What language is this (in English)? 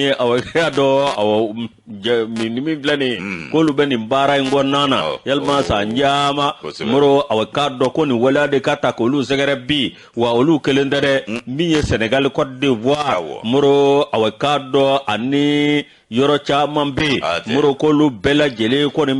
Bambara